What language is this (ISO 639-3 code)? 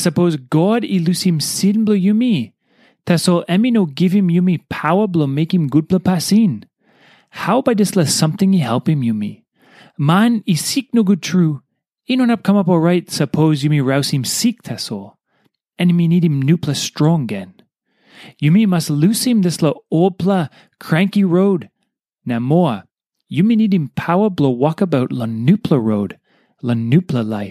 tpi